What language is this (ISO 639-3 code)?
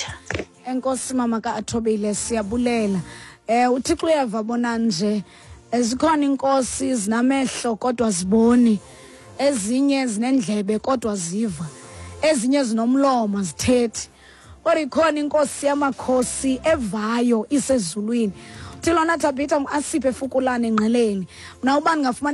xho